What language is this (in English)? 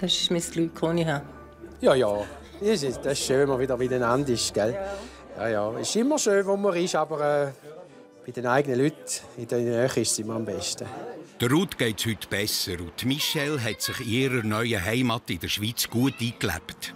Swiss German